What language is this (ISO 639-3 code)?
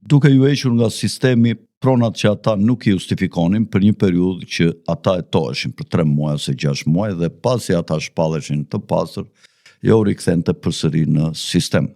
sqi